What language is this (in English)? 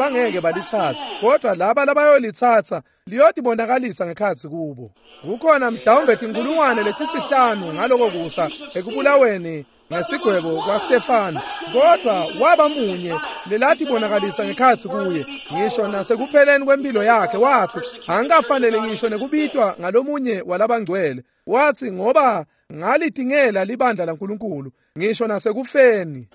Swati